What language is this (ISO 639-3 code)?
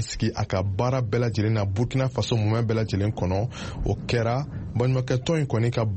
bam